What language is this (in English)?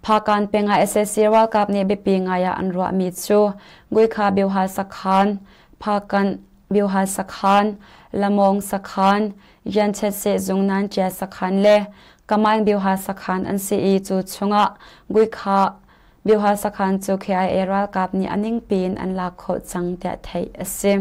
Hakha Chin